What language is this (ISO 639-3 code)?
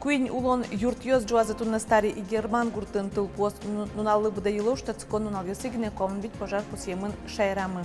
udm